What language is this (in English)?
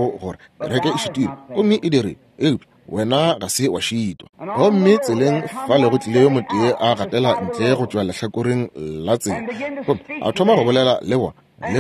Northern Sotho